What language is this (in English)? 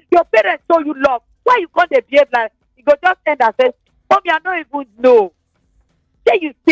Nigerian Pidgin